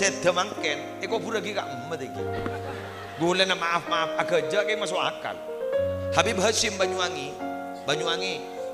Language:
Madurese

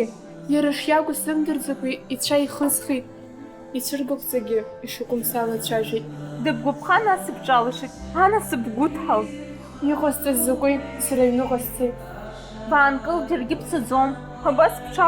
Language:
Abkhazian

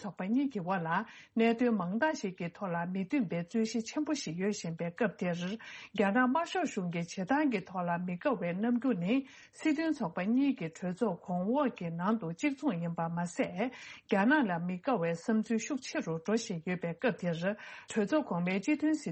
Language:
Tibetan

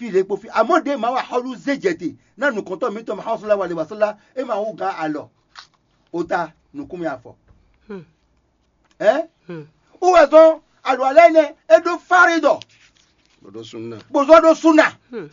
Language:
Fon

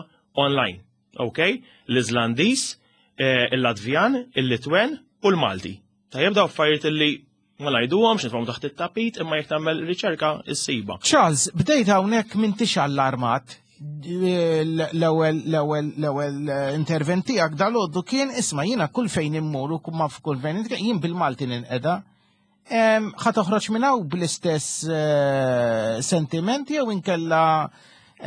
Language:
Maltese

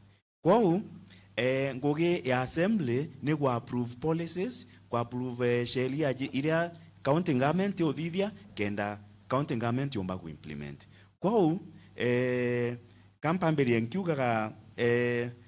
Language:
Meru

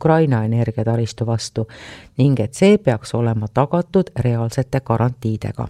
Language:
Estonian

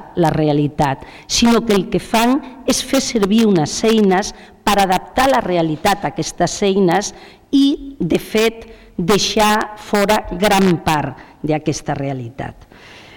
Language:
Catalan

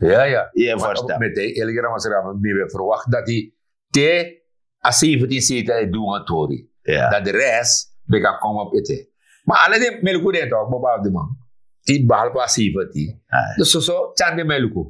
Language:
Sranan Tongo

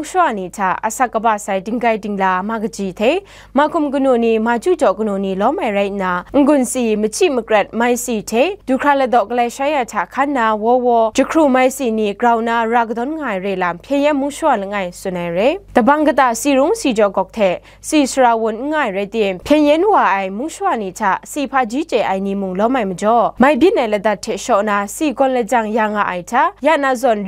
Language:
Kachin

